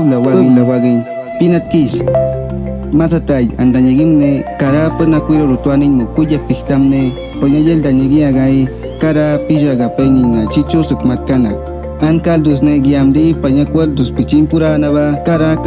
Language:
Awa-Cuaiquer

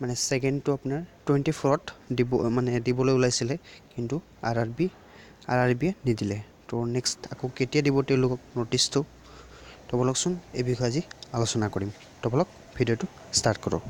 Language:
Assamese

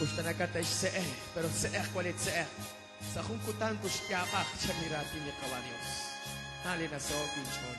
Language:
Kekchí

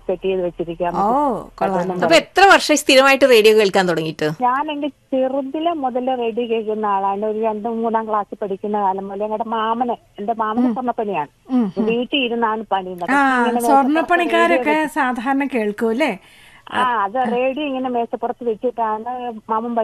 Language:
Malayalam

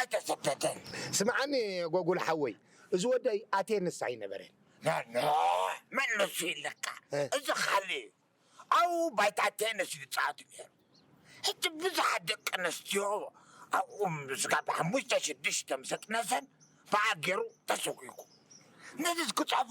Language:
Tigrinya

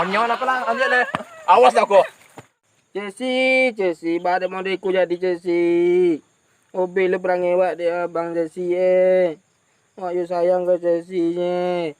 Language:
Minangkabau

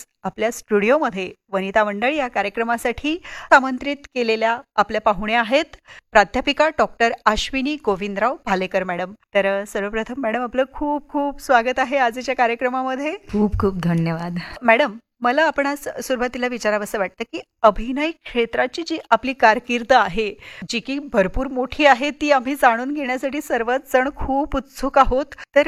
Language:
Marathi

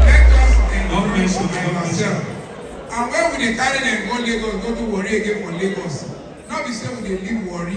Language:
Nigerian Pidgin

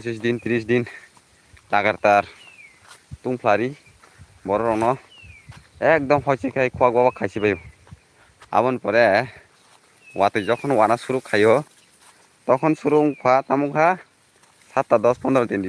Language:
Kok Borok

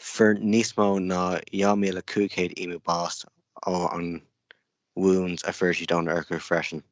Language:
Irish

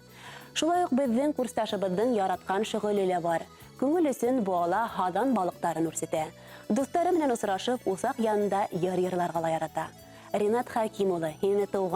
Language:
Bashkir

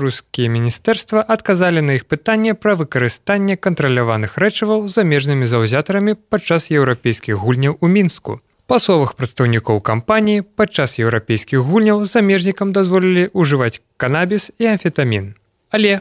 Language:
Belarusian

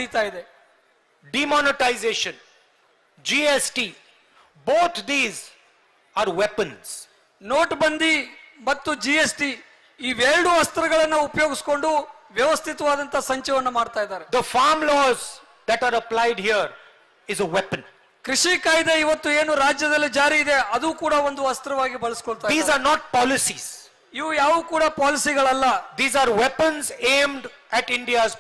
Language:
Kannada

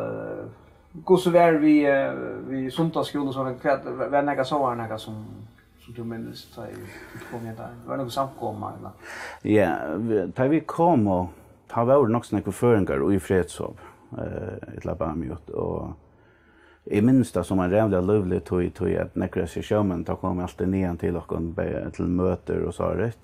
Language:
Faroese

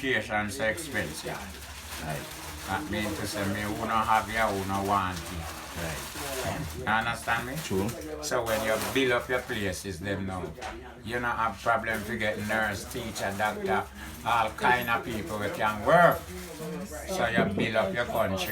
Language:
Jamaican Creole English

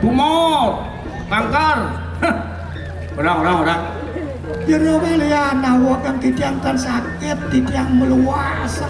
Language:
Balinese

